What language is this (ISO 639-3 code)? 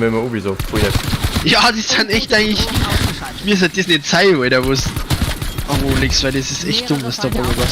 bar